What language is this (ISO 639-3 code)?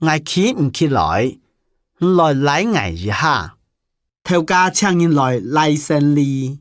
hak